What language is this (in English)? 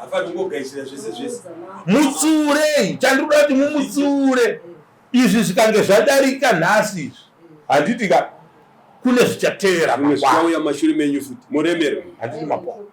Shona